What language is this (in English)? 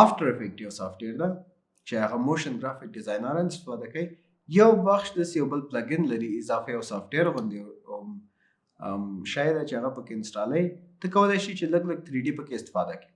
Pashto